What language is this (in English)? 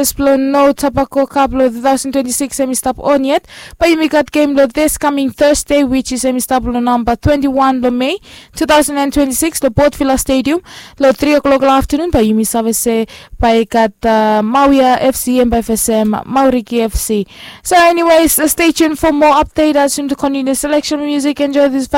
Bislama